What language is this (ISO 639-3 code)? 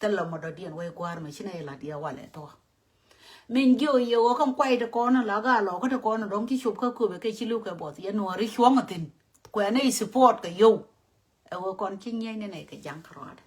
nus